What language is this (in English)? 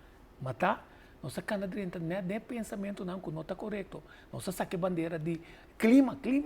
Papiamento